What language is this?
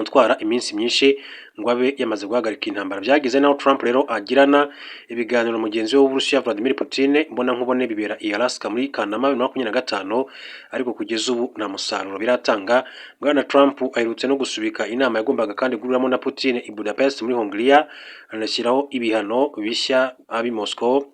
Kinyarwanda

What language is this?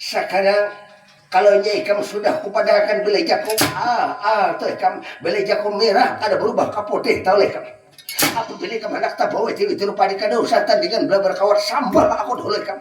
Banjar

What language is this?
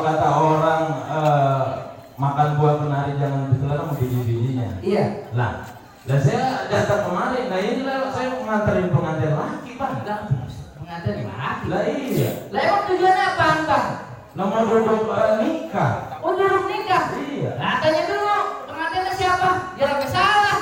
Betawi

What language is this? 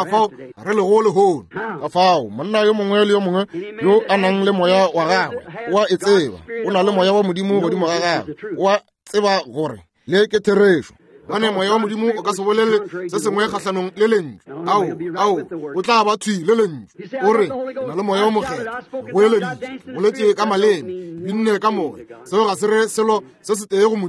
Northern Sotho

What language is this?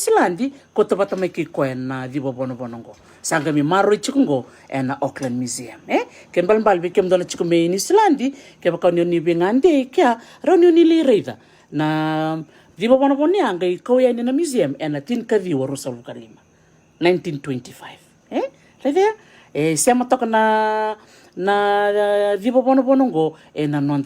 Fijian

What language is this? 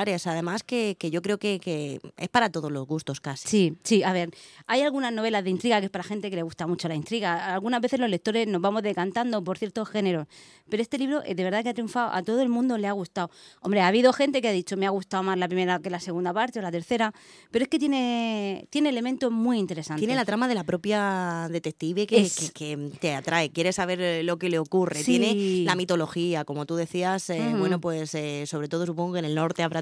Spanish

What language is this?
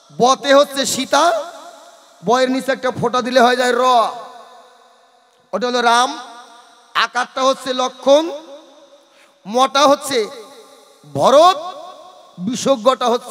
Bangla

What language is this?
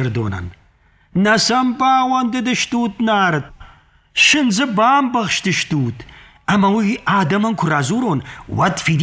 Ossetic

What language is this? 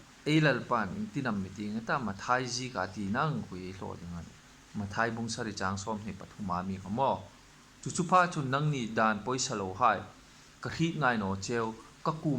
Hmar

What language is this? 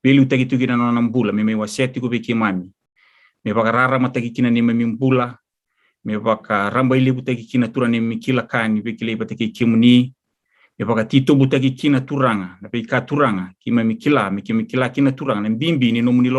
Fijian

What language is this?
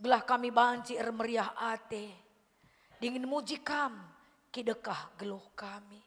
Batak Karo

